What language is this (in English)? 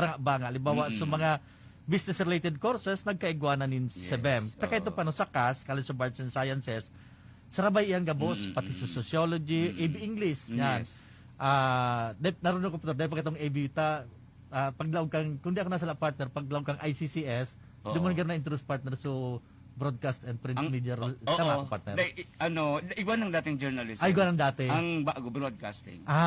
Bikol